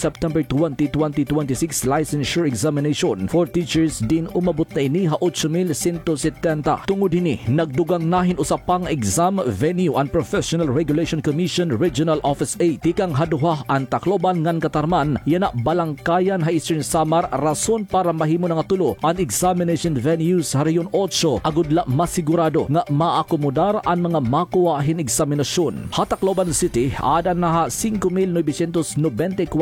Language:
Waray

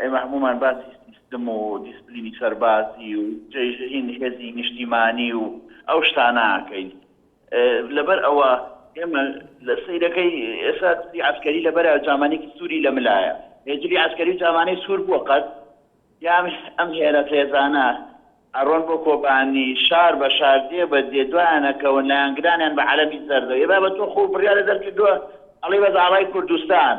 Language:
Central Kurdish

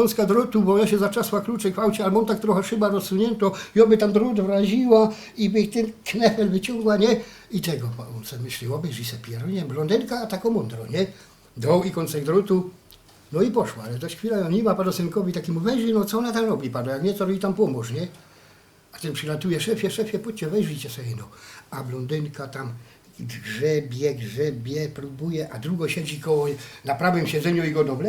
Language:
Silesian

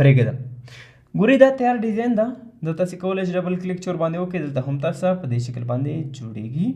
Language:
Pashto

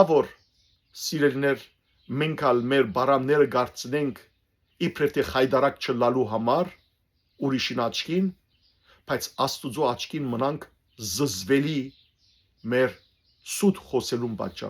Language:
Western Armenian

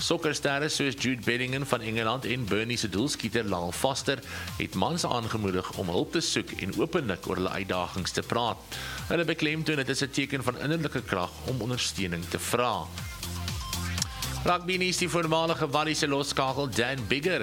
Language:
Afrikaans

